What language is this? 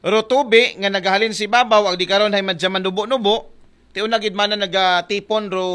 Aklanon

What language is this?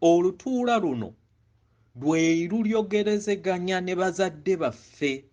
Ganda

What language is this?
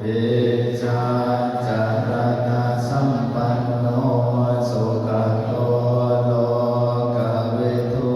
Pali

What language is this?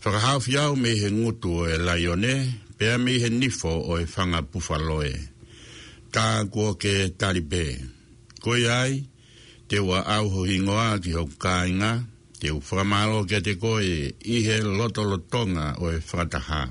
Tongan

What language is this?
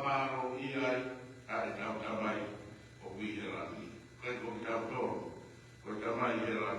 Tongan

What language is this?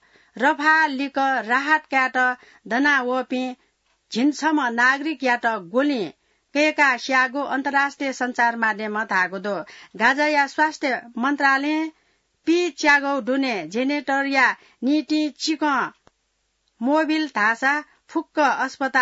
Newari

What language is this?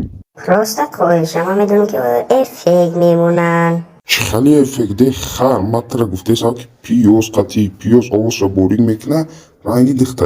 Tajik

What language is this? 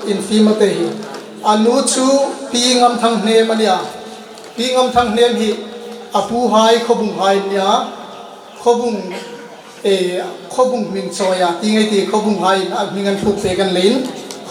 Hmar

